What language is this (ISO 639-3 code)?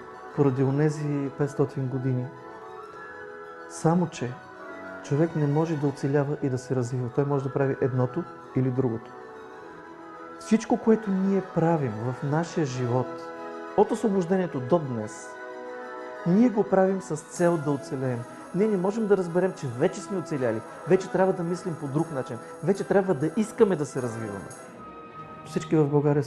bul